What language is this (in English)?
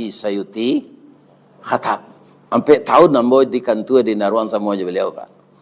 Minangkabau